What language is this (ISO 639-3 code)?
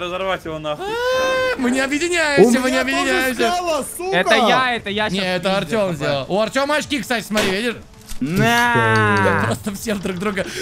rus